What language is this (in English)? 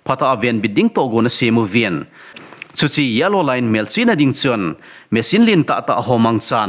Thado Chin